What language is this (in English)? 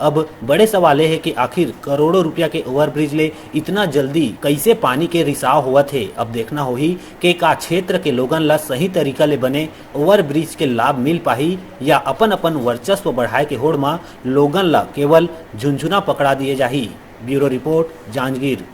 Chhattisgarhi